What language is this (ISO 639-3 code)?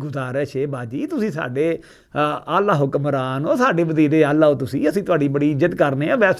lah